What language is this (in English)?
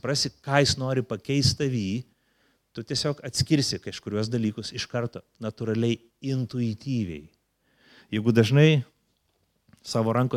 Lithuanian